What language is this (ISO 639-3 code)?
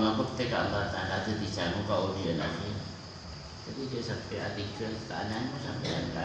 mad